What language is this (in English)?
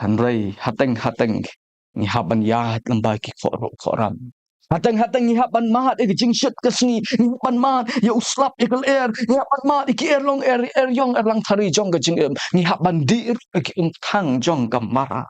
Khasi